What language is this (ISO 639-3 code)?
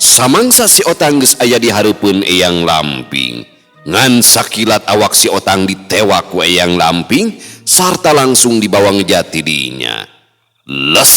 sun